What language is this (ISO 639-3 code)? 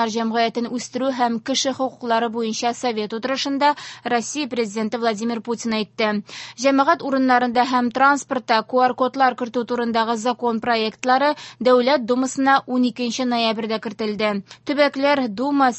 tat